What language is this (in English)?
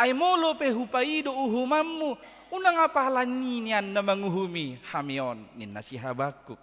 Batak Toba